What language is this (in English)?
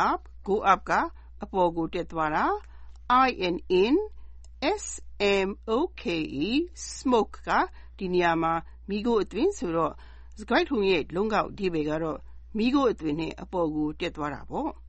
Burmese